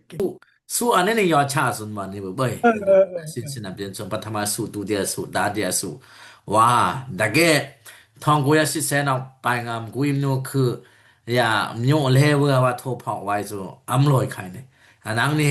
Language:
Dimasa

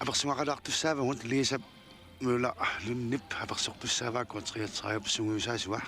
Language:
Kalaallisut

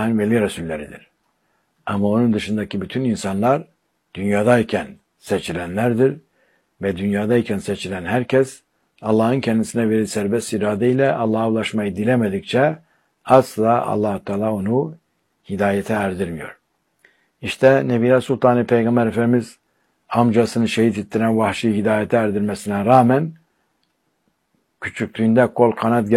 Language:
Turkish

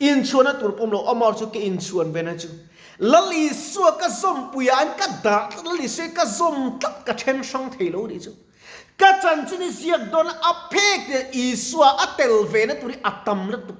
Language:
Mizo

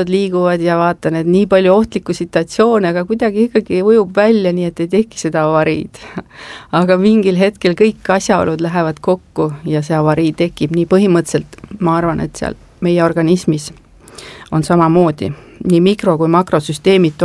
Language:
Estonian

